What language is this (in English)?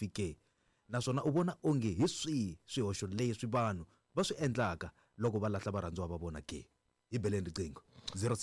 Tsonga